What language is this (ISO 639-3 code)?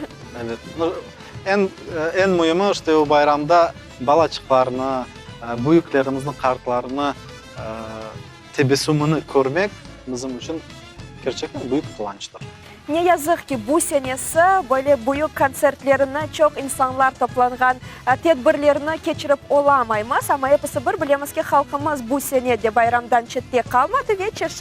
crh